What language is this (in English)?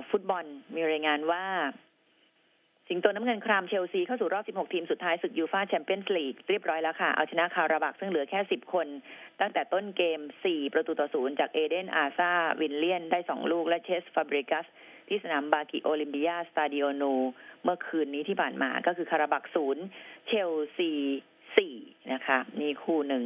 Thai